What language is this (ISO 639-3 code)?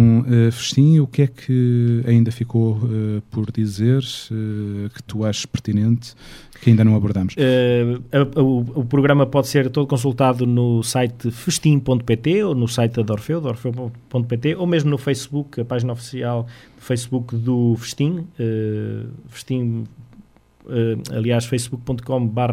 por